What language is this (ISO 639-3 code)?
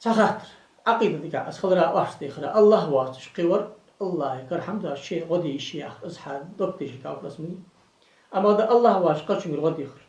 inh